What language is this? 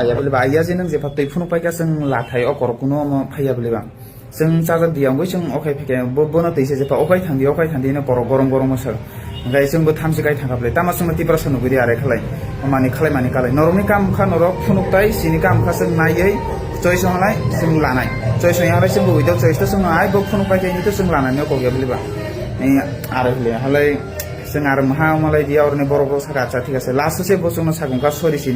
Kok Borok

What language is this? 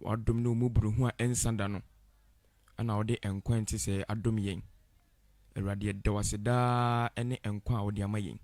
Akan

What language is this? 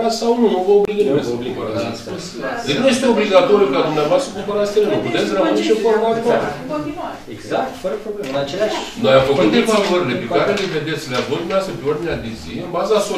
Romanian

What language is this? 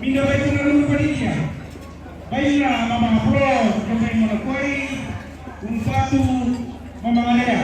Toraja-Sa'dan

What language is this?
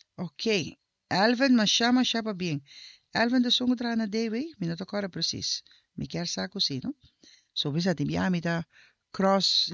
Papiamento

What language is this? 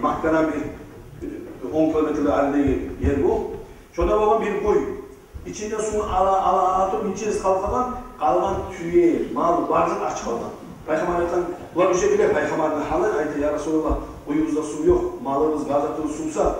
Kumyk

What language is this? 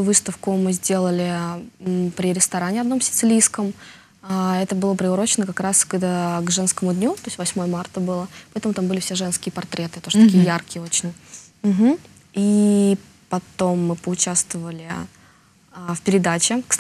Russian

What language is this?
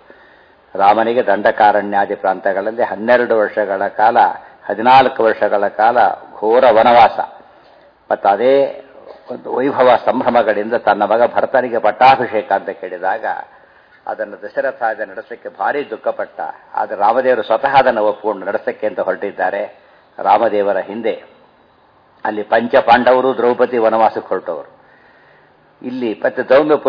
Kannada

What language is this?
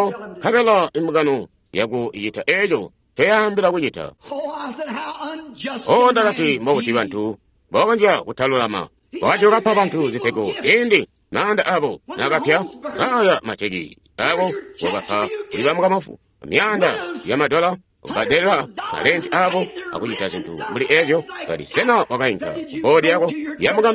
Tonga (Zambia)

